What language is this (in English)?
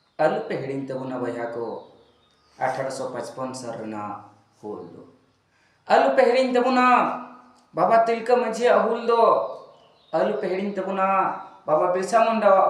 Santali